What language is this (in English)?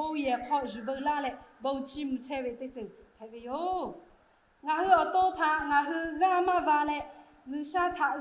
Lahu